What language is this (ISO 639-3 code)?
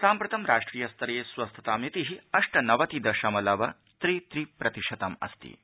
san